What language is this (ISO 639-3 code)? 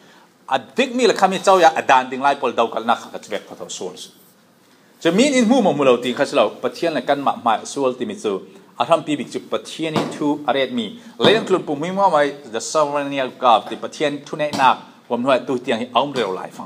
cfm